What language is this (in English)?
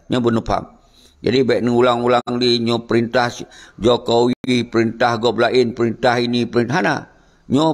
Achinese